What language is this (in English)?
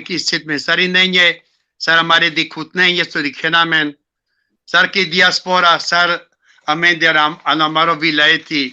Balkan Romani